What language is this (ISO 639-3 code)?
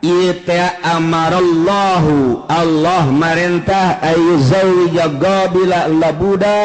sun